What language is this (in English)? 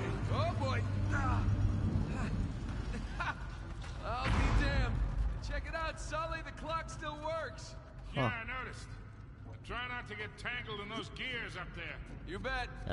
English